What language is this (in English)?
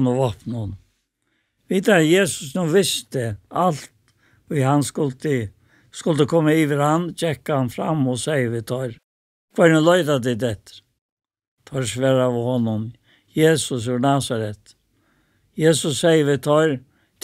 Faroese